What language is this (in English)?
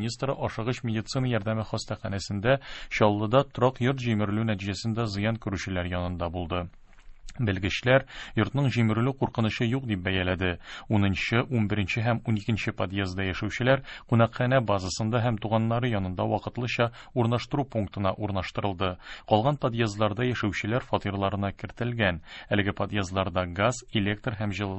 Tatar